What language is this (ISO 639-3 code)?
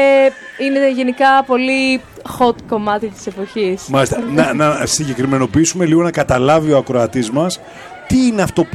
ell